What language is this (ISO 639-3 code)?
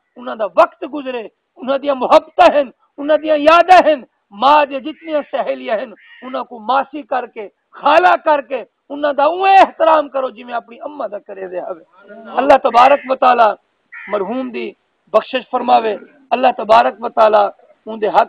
skr